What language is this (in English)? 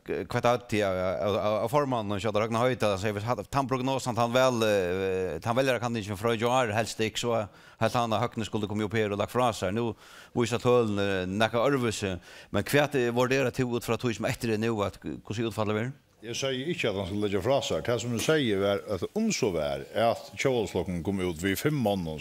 Faroese